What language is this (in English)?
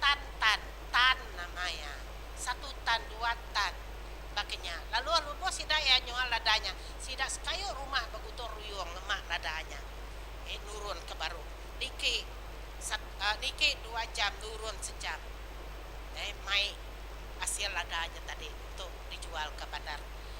Iban